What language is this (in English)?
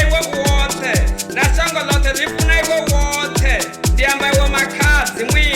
Venda